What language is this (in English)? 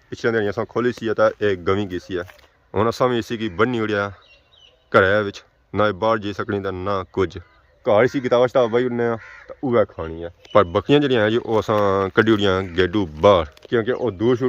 Pahari-Potwari